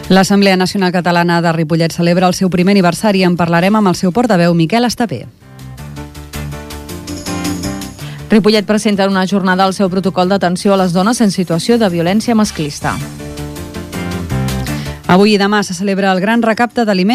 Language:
Catalan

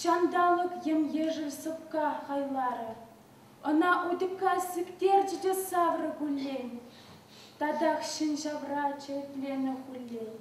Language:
Chuvash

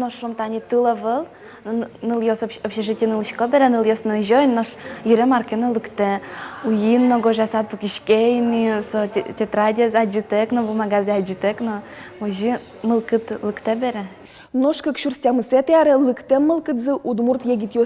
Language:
Udmurt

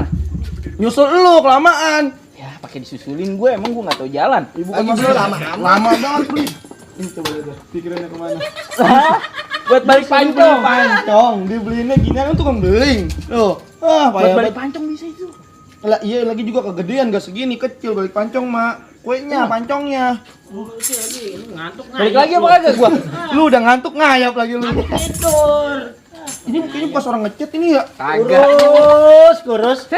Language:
Betawi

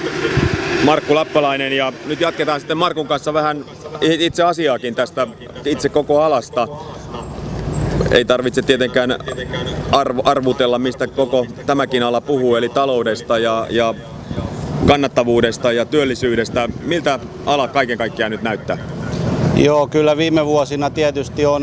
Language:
Finnish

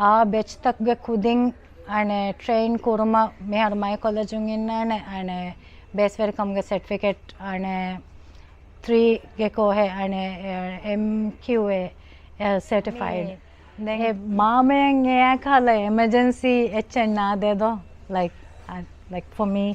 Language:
Divehi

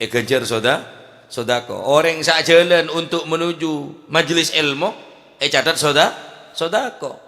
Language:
Madurese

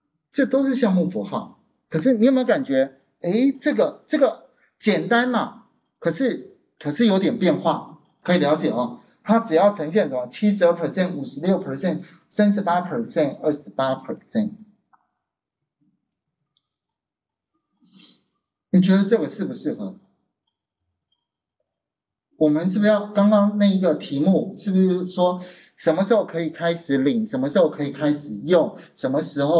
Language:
Chinese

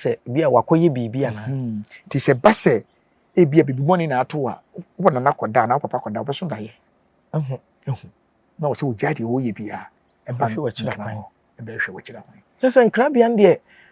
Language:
Akan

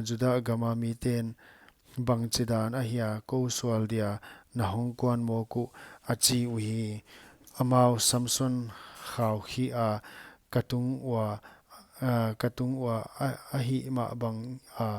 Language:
Paite Chin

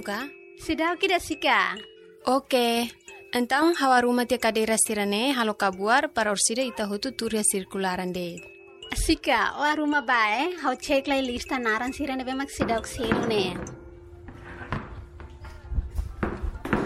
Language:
Tetum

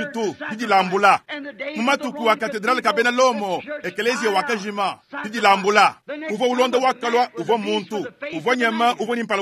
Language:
Luba-Lulua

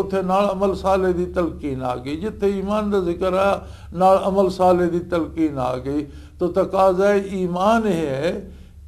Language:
Western Panjabi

